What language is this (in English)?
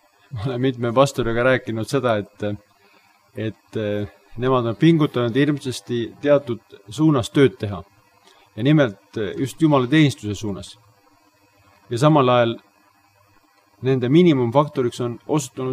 Estonian